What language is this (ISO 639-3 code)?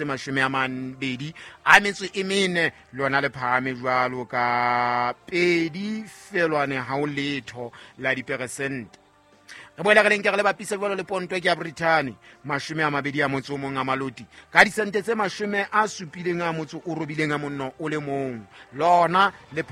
sot